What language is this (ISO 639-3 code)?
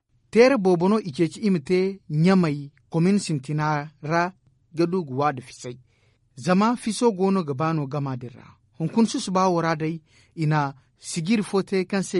dje